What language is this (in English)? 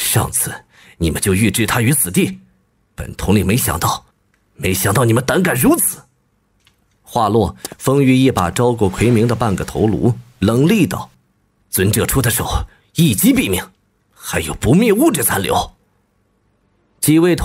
Chinese